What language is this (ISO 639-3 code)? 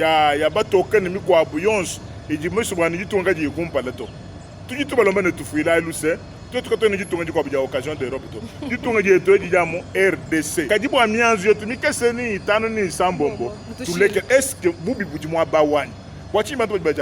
lua